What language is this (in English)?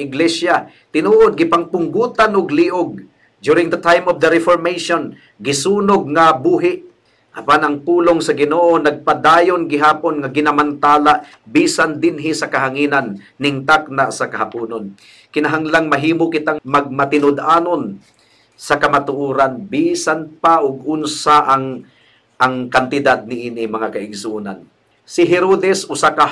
Cebuano